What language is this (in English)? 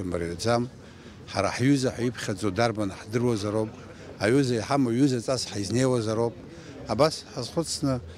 Abkhazian